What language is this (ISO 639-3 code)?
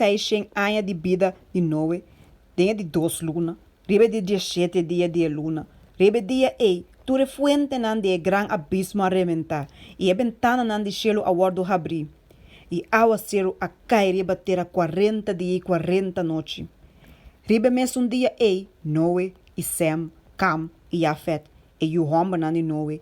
pap